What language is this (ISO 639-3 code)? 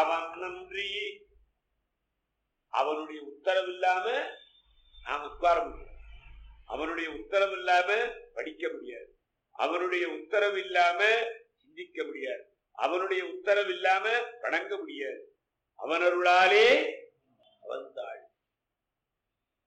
tam